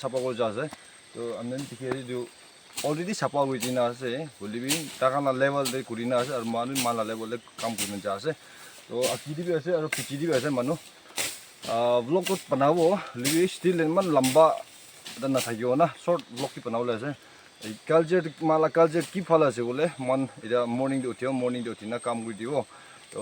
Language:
Naga Pidgin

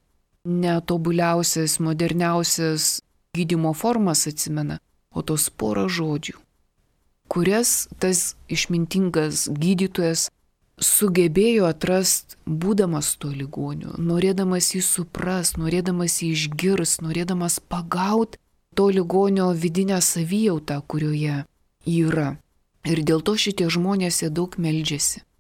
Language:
Lithuanian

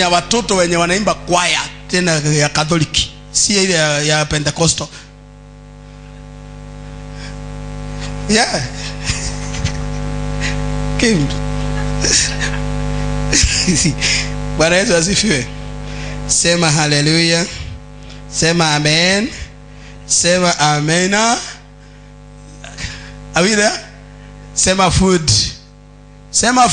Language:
Swahili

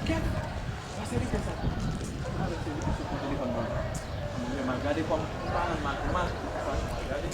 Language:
Haitian Creole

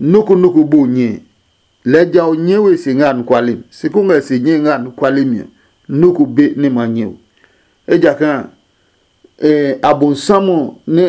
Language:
Adangme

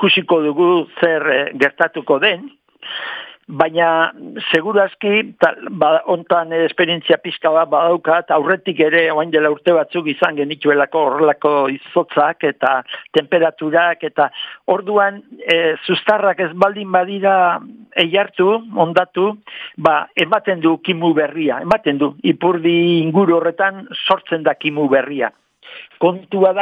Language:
Basque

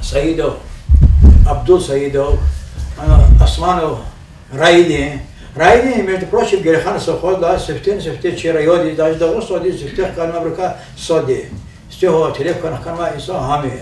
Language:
Lezghian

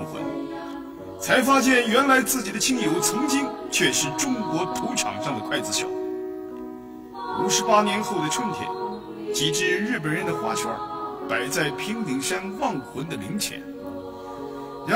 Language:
Chinese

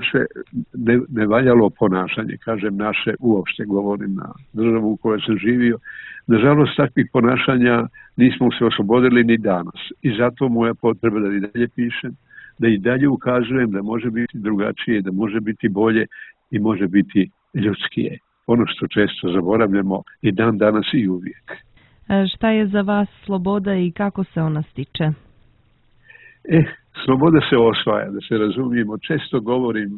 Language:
Bosnian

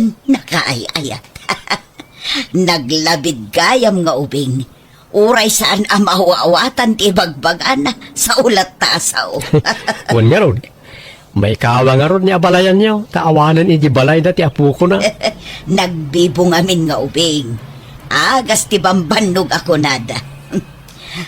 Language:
Iloko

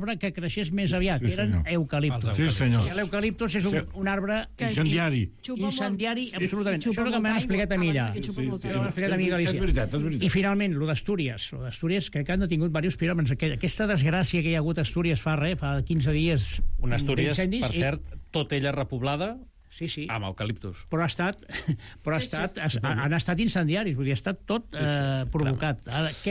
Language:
Catalan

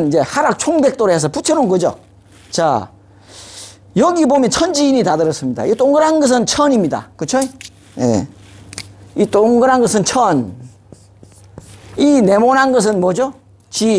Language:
Korean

